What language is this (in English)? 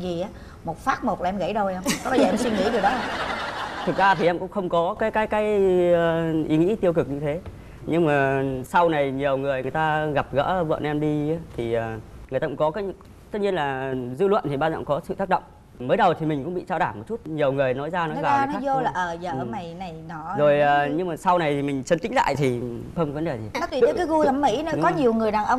Vietnamese